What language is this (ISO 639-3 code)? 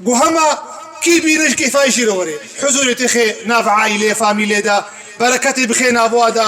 kur